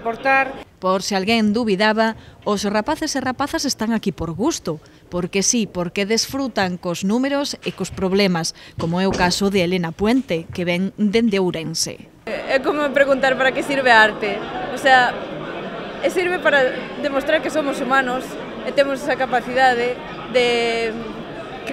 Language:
Galician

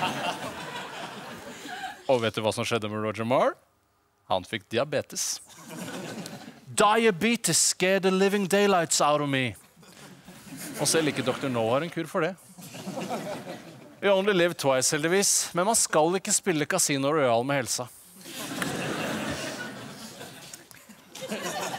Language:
Norwegian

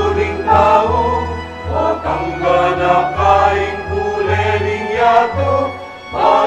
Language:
Pampanga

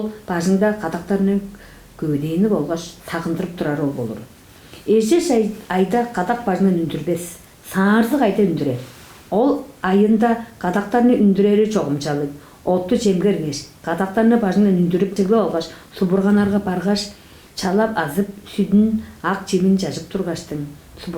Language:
Tuvinian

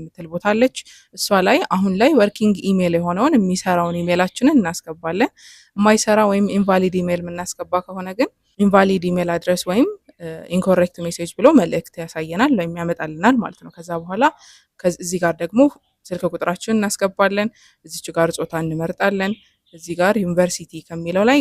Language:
Amharic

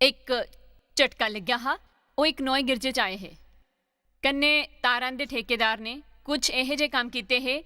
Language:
Dogri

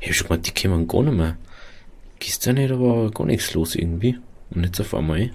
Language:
Bavarian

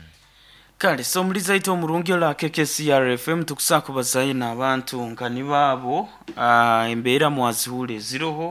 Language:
Nyoro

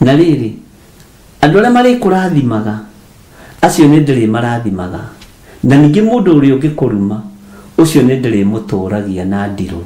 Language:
Kikuyu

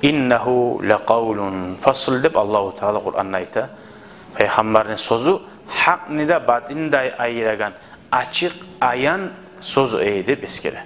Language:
Kumyk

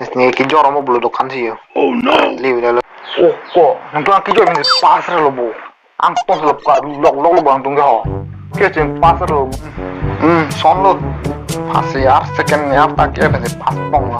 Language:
Karbi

